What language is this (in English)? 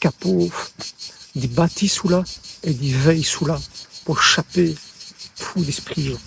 Walloon